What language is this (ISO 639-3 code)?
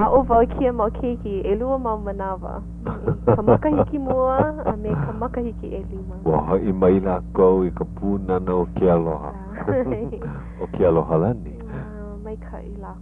haw